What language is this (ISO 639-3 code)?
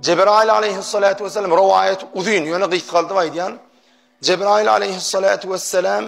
tuk